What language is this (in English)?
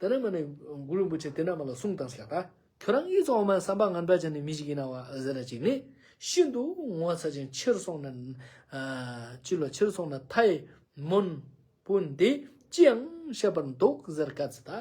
Ladakhi